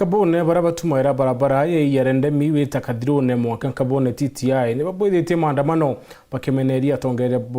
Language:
Meru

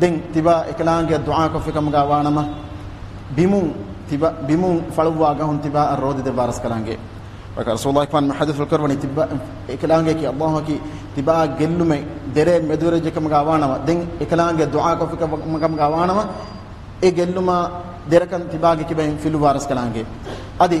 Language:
Divehi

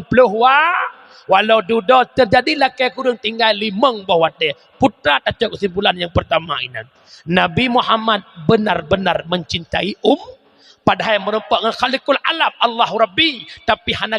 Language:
Achinese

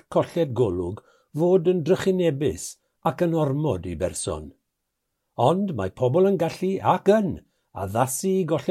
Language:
Welsh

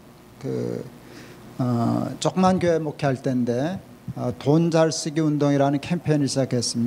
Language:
Korean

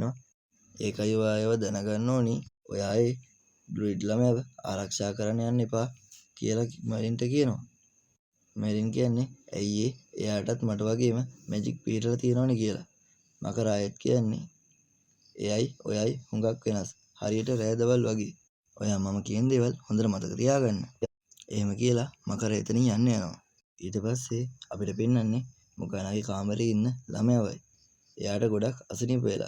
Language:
Sinhala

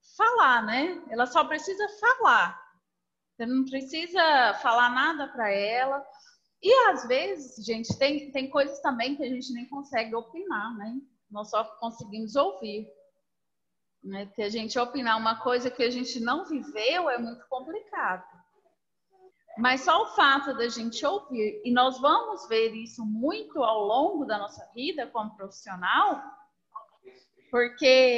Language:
Portuguese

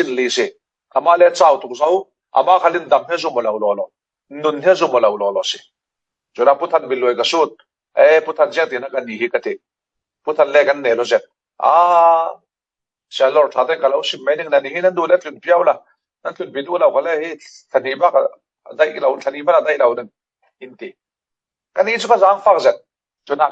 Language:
Falam Chin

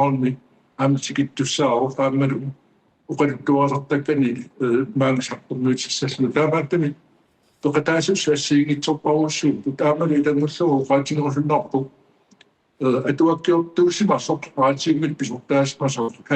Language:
Kalaallisut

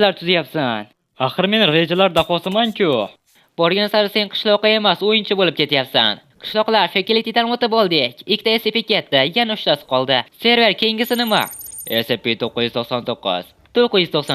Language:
Uzbek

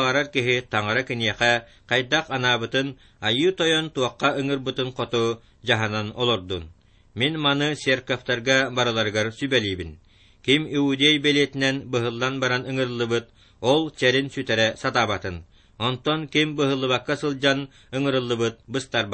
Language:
Yakut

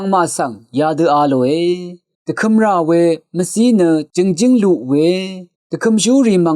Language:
Rawang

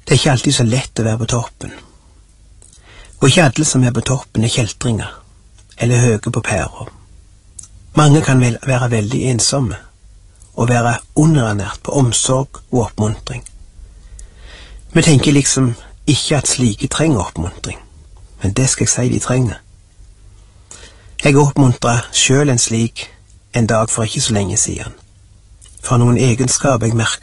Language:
Norwegian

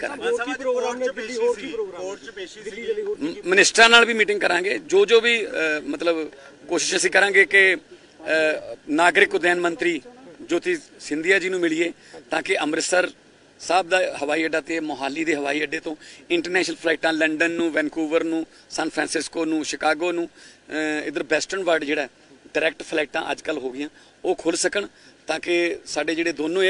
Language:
Punjabi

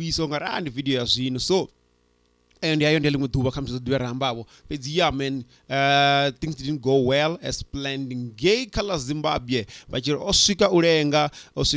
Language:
Venda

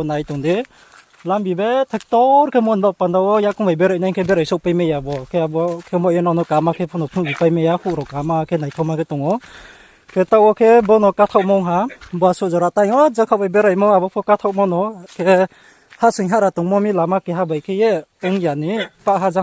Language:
Riang (India)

